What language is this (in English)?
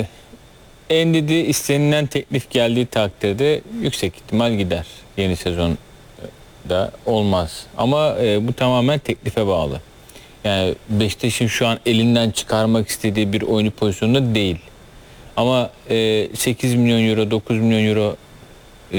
Turkish